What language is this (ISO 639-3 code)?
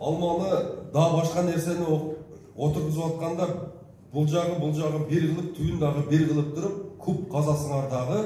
kir